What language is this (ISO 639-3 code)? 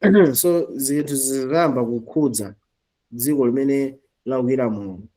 nya